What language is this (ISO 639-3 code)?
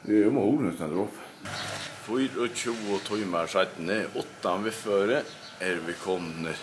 fao